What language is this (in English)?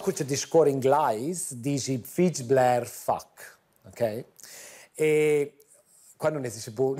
Romansh